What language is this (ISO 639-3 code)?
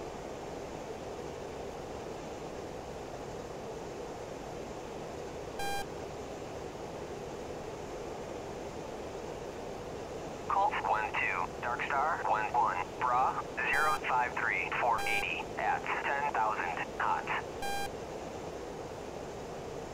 swe